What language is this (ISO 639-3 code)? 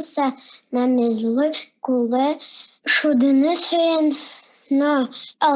udm